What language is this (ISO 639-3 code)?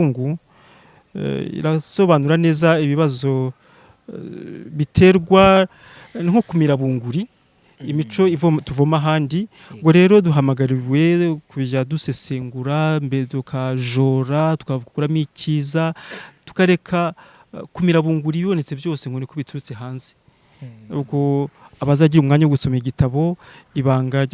kin